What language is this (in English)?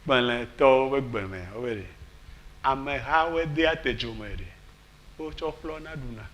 Ewe